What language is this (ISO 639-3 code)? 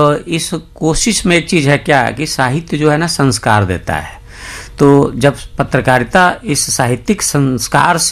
hin